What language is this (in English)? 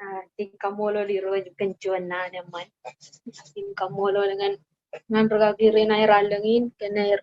Marshallese